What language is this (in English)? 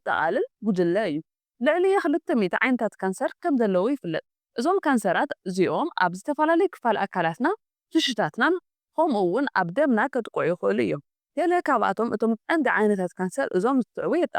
Tigrinya